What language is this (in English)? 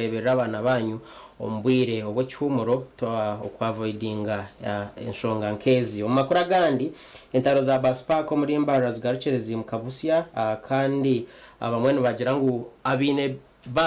Nyankole